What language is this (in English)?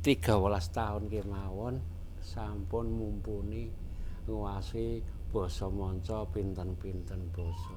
Javanese